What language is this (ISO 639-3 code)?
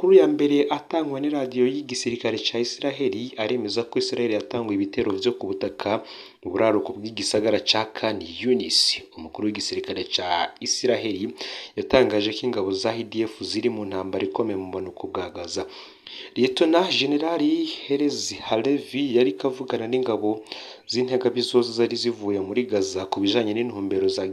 run